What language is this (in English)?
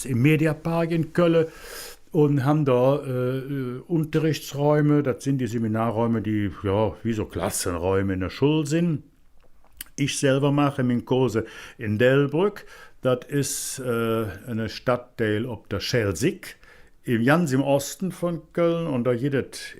Colognian